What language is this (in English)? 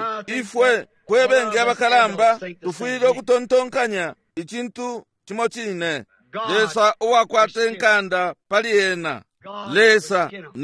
Bemba